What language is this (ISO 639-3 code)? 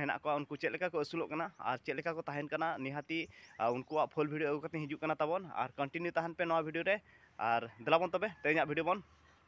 sat